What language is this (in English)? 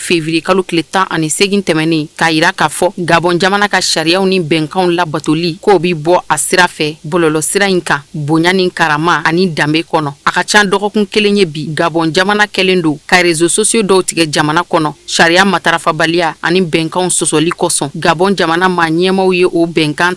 Bambara